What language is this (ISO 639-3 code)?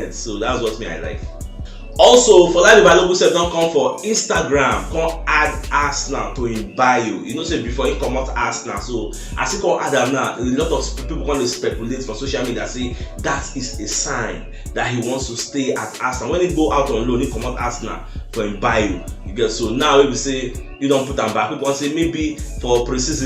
pcm